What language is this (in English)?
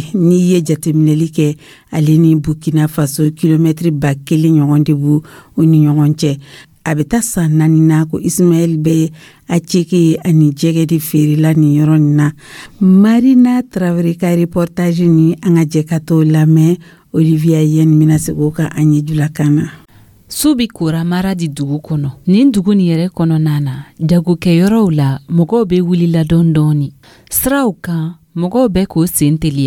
Dyula